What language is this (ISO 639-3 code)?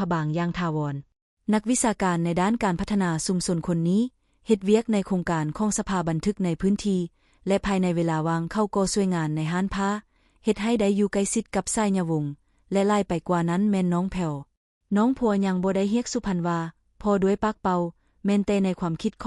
lao